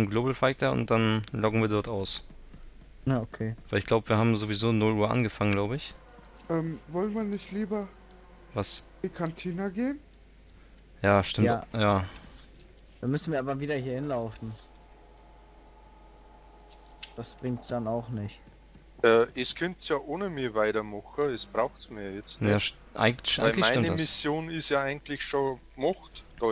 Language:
German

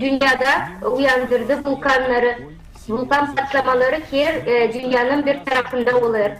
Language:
Gagauz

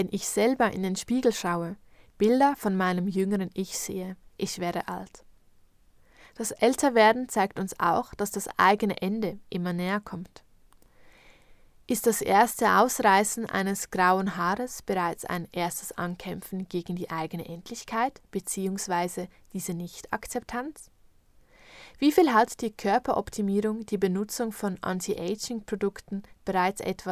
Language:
German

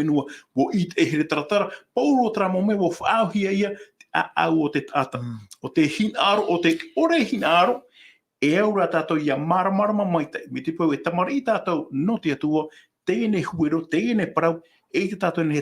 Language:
Tahitian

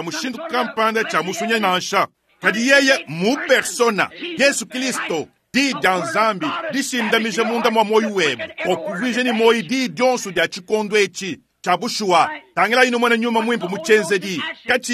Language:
Luba-Lulua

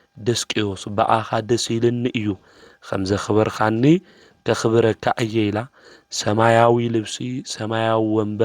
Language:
Tigrinya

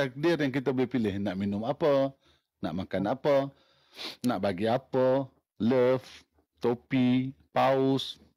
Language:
Malay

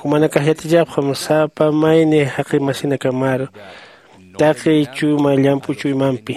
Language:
Aymara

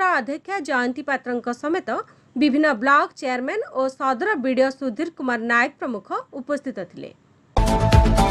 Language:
Odia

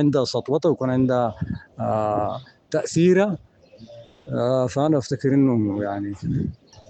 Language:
Sudanese Arabic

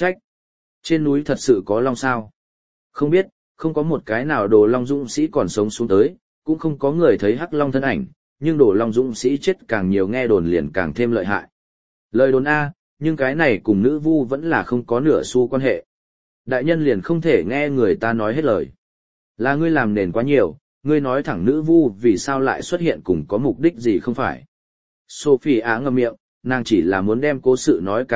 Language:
Vietnamese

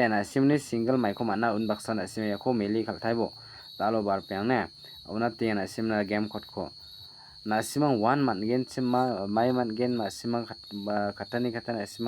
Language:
Garo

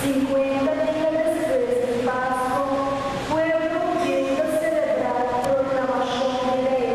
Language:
Papiamento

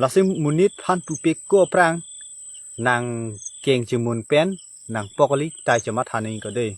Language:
Karbi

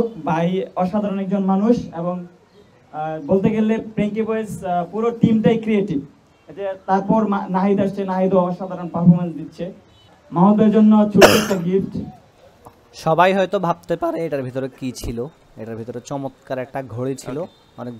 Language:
Bangla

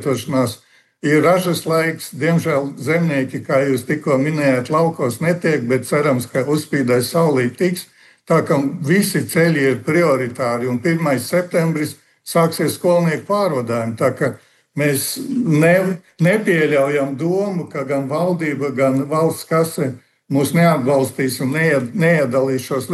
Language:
Latvian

